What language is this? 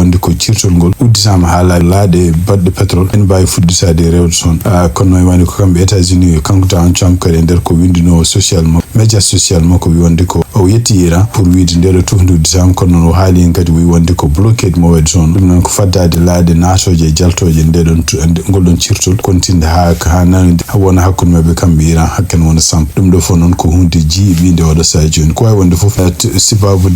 Fula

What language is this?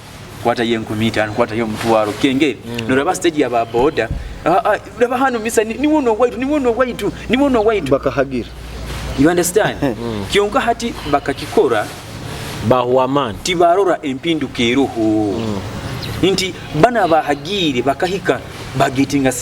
Nyoro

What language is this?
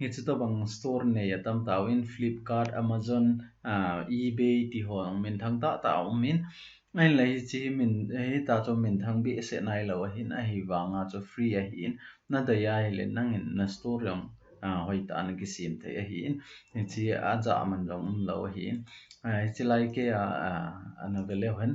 Thado Chin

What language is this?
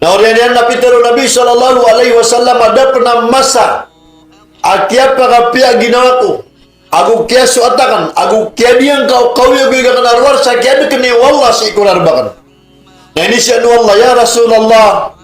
Maranao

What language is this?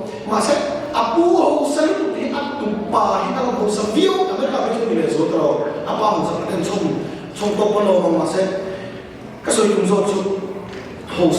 Mizo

